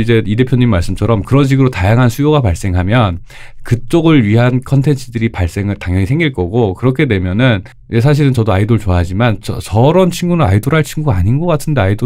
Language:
Korean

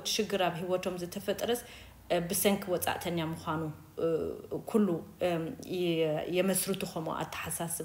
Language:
Tigrinya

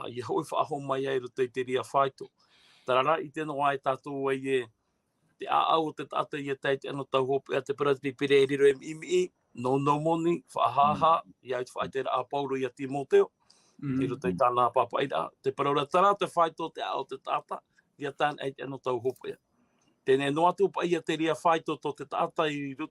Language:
Tahitian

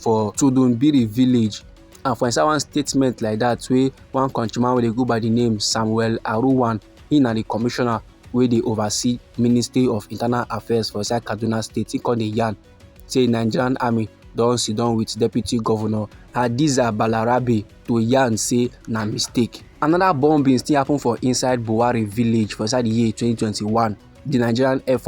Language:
Nigerian Pidgin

